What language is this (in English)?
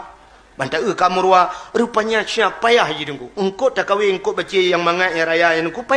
Achinese